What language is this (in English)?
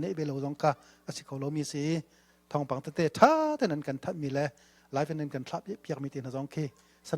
Hakha Chin